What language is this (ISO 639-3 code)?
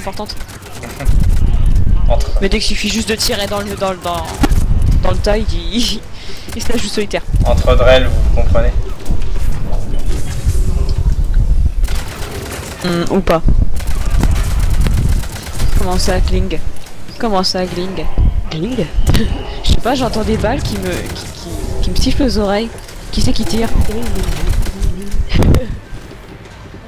fra